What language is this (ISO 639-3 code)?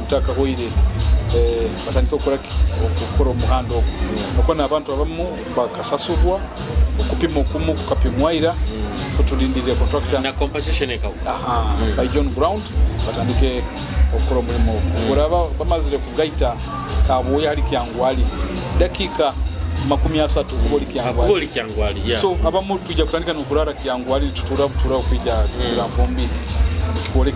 nyo